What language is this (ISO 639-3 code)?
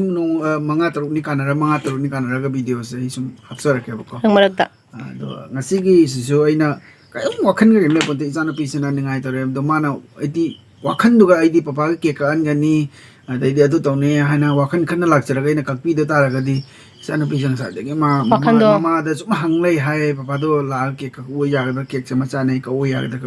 mni